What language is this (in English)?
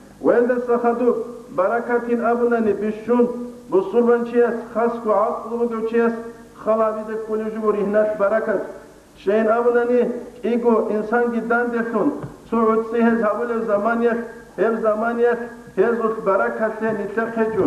Avaric